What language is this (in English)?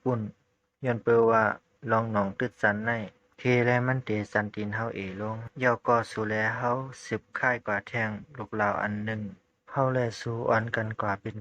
Shan